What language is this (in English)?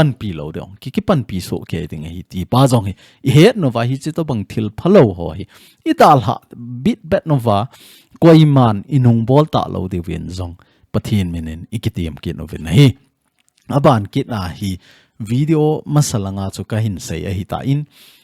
Thado Chin